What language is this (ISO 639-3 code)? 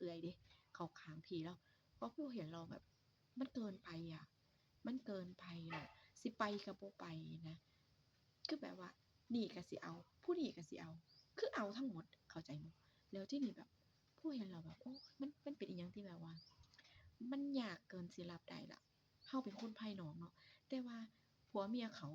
tts